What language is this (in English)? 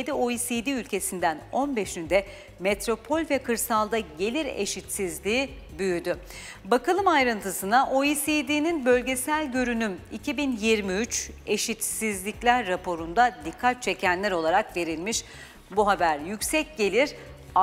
Turkish